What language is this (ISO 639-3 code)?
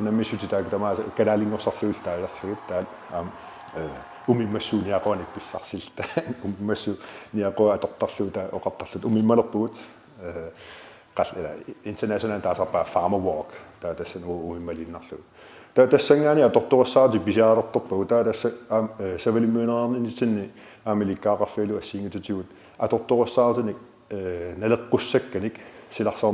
kal